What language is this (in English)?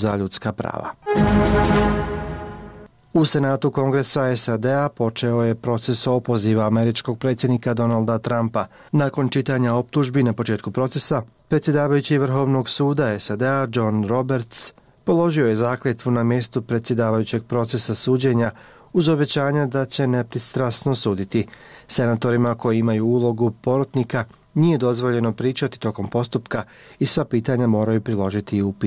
Bosnian